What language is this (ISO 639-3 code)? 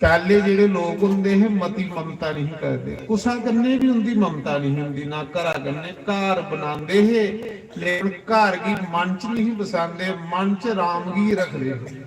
doi